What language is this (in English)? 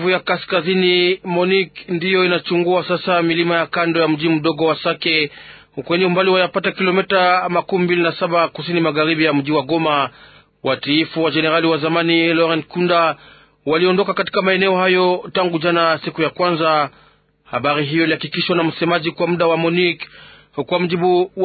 Swahili